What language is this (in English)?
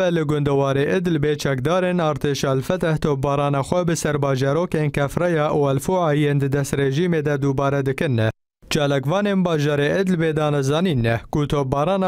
Kurdish